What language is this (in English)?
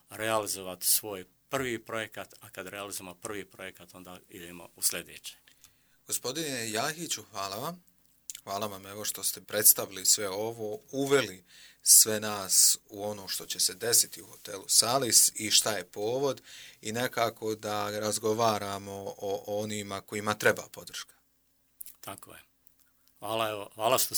Bosnian